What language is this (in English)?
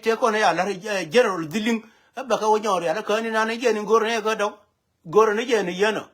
Nuer